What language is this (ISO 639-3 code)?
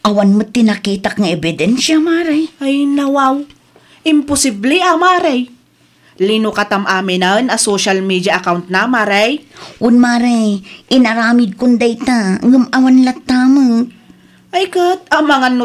ilo